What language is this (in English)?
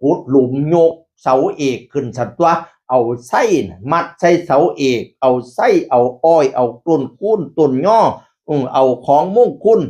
Northeastern Thai